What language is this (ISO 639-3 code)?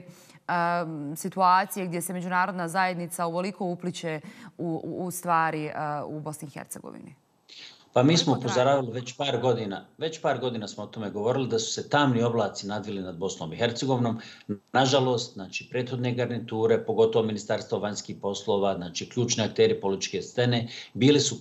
bos